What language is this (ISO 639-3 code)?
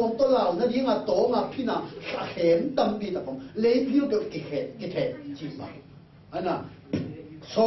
ctd